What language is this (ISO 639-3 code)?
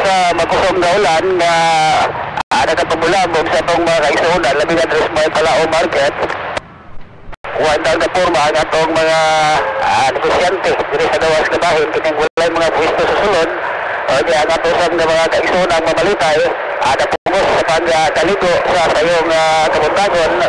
ceb